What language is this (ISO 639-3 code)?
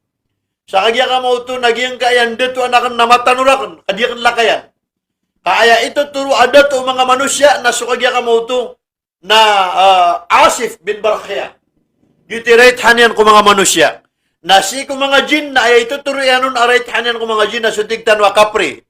mrw